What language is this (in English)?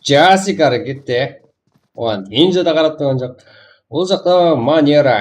Kara-Kalpak